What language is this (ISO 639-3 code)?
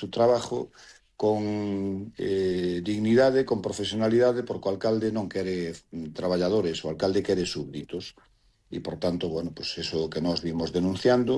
glg